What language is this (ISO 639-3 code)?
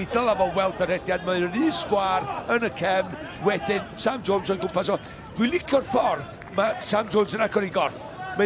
cym